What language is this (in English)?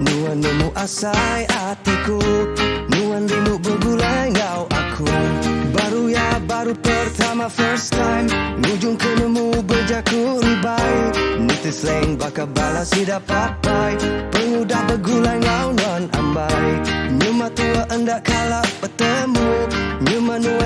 Iban